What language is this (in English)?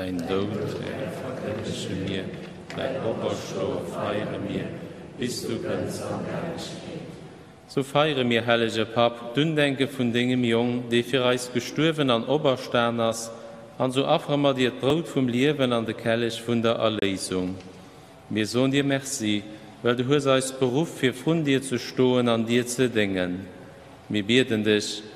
Luxembourgish